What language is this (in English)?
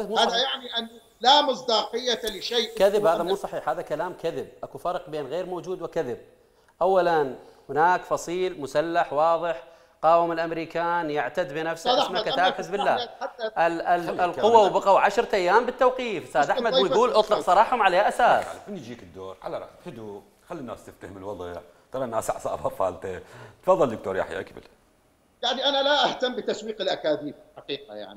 Mesopotamian Arabic